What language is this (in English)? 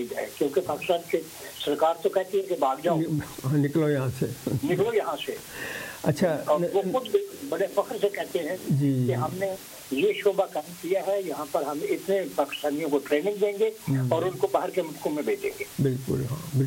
Urdu